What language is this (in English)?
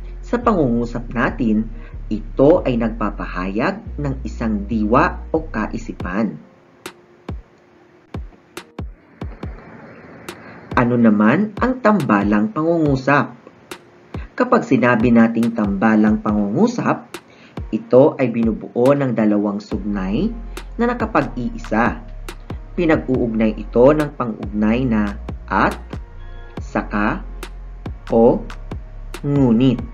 Filipino